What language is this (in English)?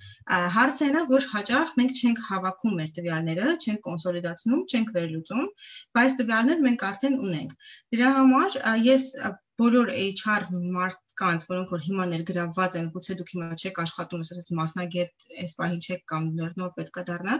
Armenian